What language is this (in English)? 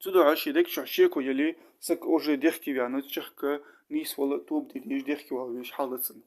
Ingush